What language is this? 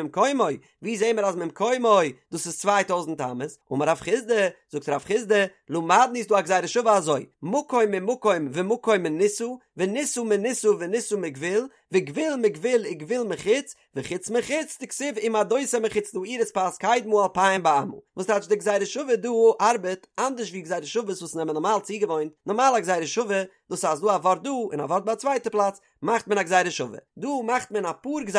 Yiddish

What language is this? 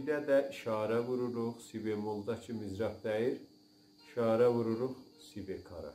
South Azerbaijani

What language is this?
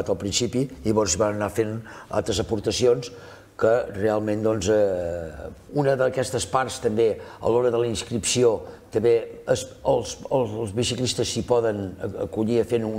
Catalan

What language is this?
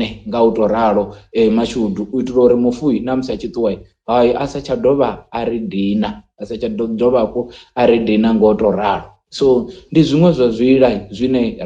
Venda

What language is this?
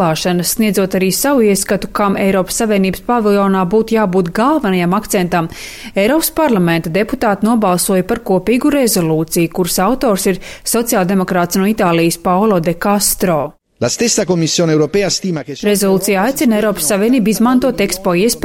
Latvian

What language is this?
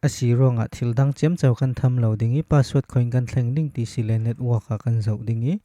Falam Chin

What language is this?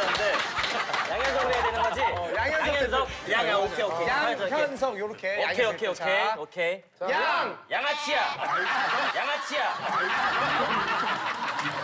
Korean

